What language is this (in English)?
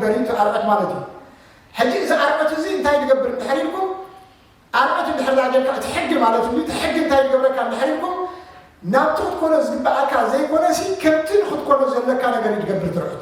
Tigrinya